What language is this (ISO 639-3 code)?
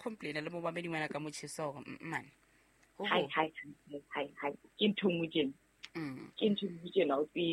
sot